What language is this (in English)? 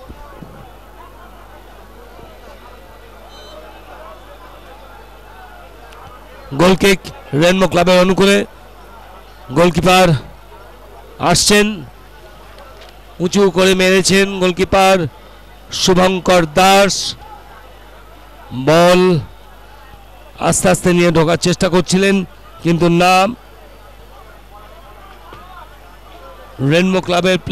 Bangla